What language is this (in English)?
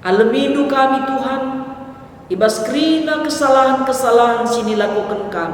Batak Karo